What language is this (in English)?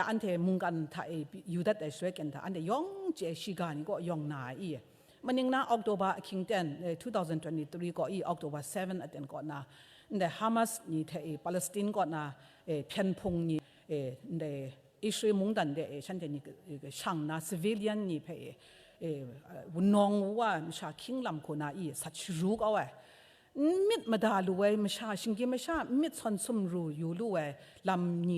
Kachin